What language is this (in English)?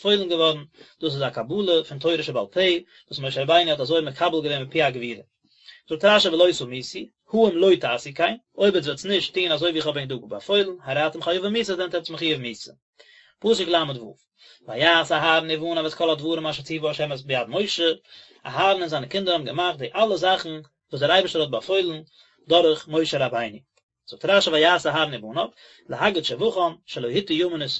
Yiddish